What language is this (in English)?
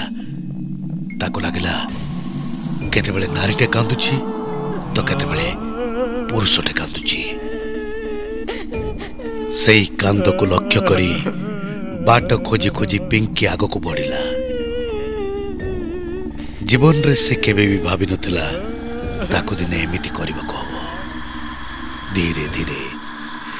Odia